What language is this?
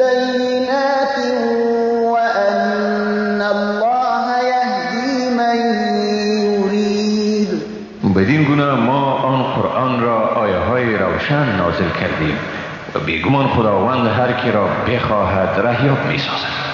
Persian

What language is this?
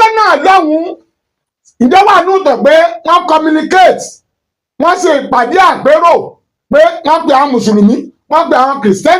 Yoruba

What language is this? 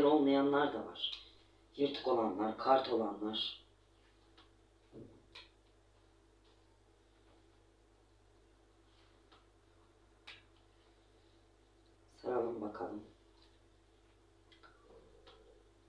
Turkish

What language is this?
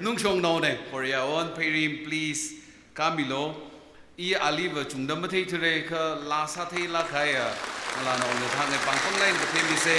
Tangkhul Naga (India)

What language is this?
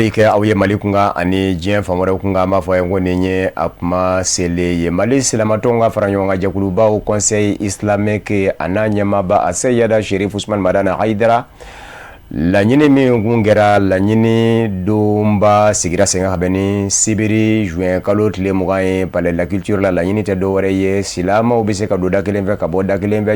Bambara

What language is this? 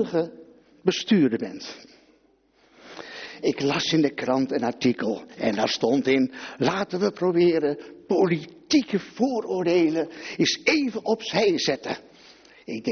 Dutch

